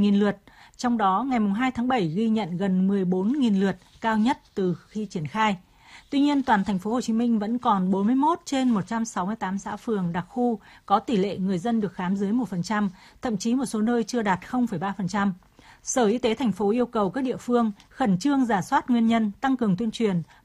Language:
Vietnamese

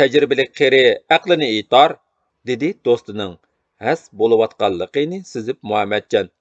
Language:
Uyghur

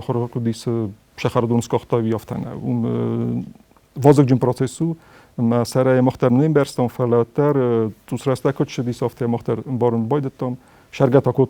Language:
Ossetic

